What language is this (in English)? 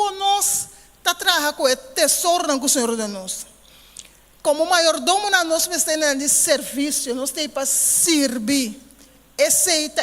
Papiamento